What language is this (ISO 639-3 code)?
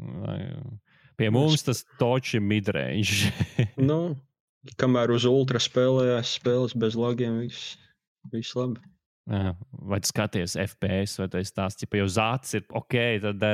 lav